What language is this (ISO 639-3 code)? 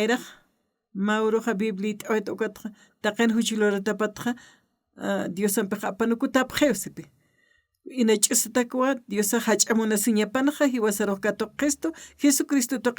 aym